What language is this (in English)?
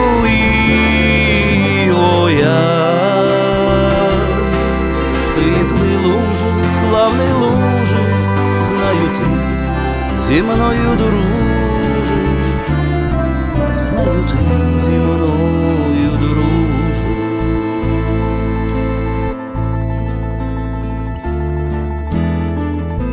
Ukrainian